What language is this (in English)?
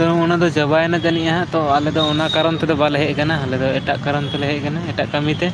Santali